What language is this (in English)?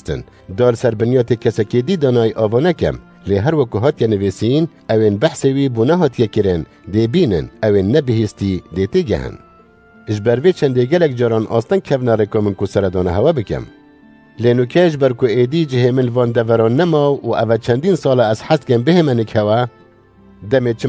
Kurdish